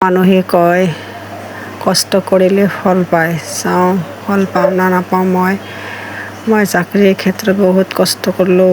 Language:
Assamese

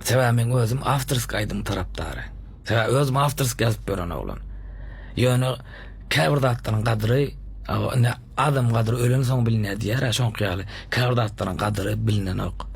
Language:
Turkmen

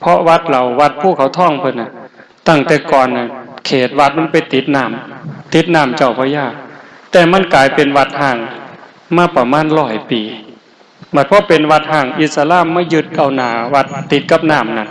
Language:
Lao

